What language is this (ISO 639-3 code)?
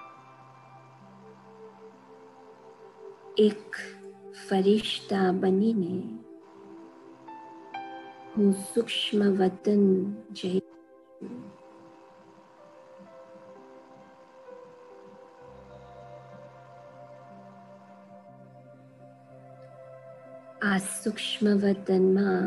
guj